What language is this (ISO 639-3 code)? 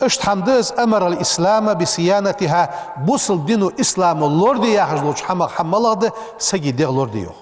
inh